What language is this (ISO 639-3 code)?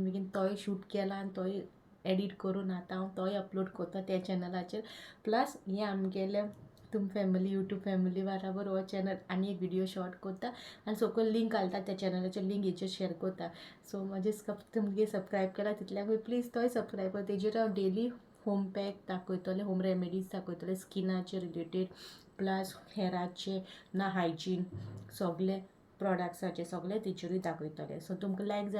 kok